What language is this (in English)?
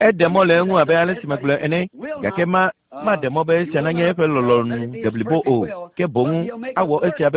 Ewe